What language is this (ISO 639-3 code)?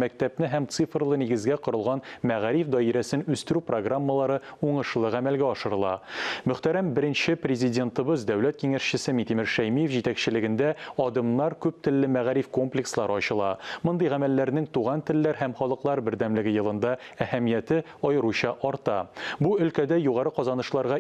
tat